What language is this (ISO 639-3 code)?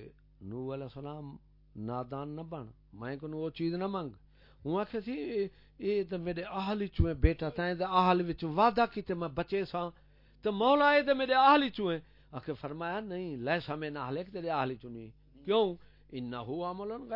skr